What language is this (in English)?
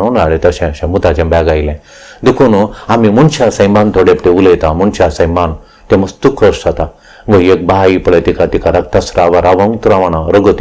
Konkani